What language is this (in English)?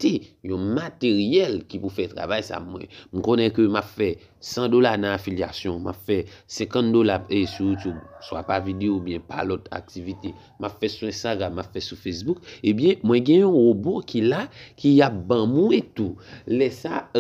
Haitian Creole